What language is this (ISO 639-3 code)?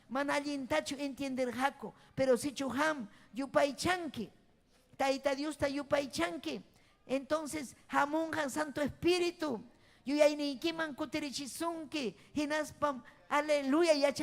quy